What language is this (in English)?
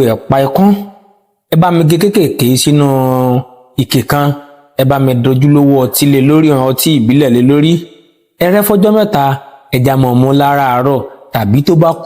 Yoruba